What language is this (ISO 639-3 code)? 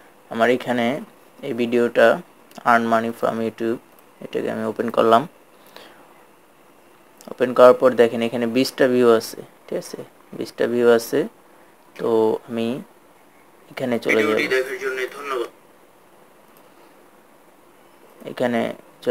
ben